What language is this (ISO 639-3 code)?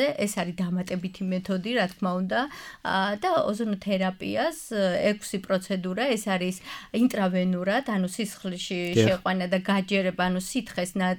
kat